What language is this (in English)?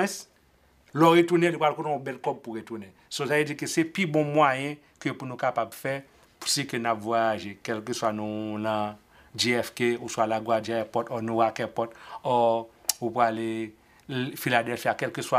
Haitian Creole